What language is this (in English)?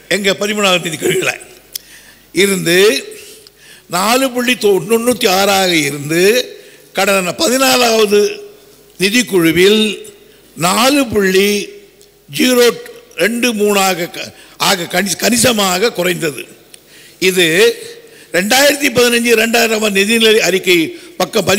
Tamil